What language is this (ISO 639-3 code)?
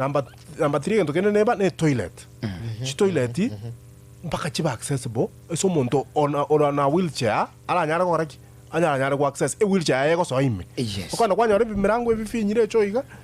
guz